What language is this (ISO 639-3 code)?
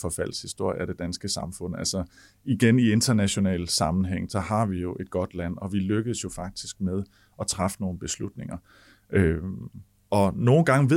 dan